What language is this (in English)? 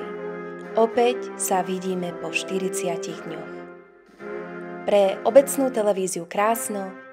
Slovak